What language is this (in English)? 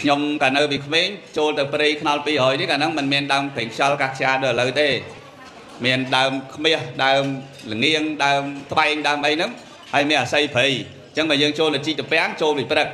Khmer